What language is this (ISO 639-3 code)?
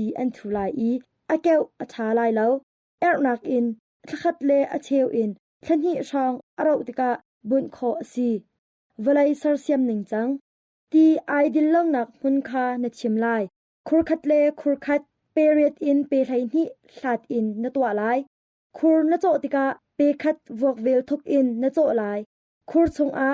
cnh